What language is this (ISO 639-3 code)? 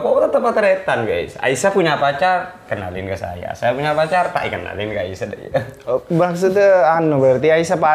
mad